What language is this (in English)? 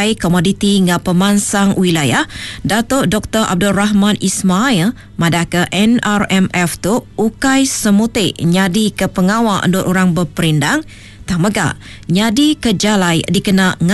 Iban